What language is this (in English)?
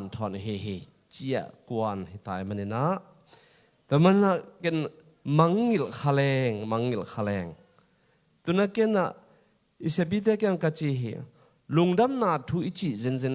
Tedim Chin